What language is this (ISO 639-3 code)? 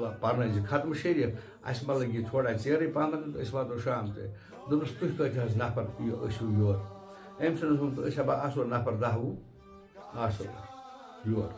kas